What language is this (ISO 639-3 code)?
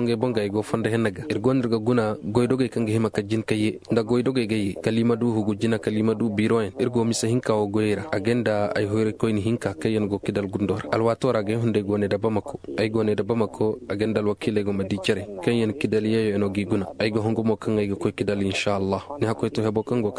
ses